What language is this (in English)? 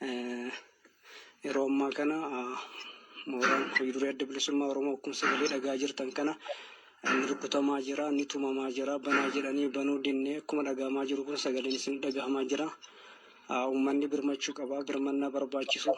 Oromo